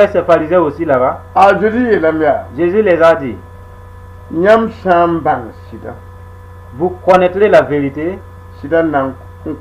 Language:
Mossi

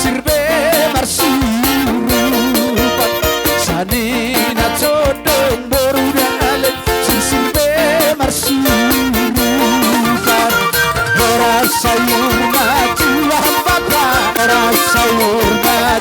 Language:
Batak Toba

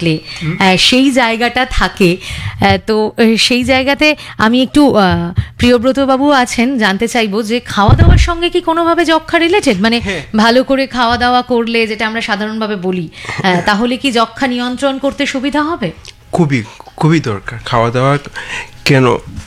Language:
Bangla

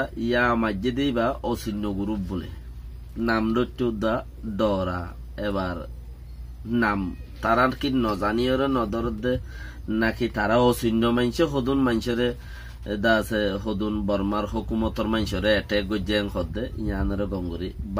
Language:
Rohingya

